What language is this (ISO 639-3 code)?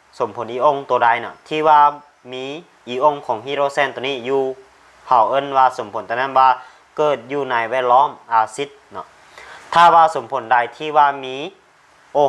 lao